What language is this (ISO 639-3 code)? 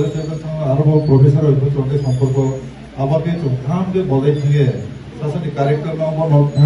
ria